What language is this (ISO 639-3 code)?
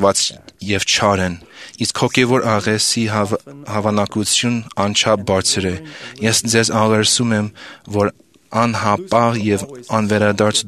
hye